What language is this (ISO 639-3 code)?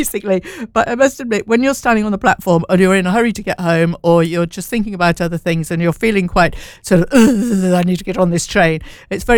eng